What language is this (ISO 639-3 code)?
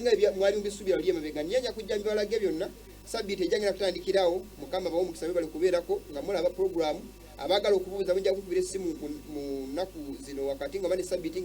lug